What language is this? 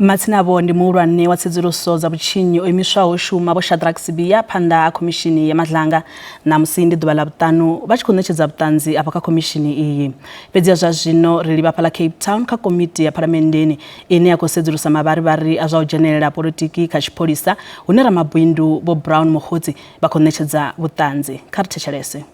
Venda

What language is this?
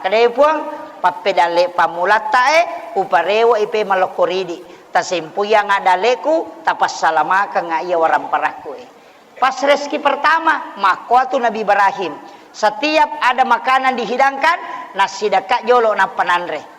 Buginese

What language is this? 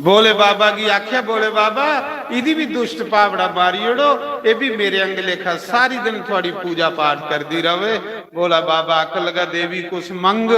Dogri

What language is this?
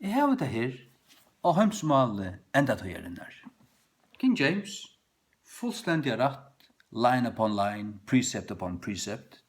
Faroese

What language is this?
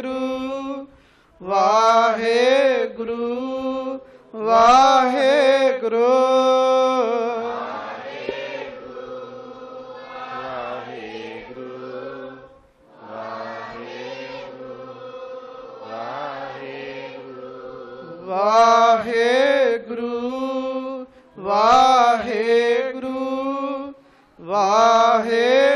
Punjabi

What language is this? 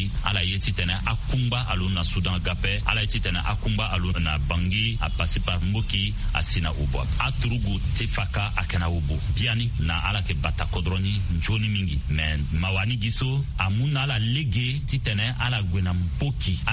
Sango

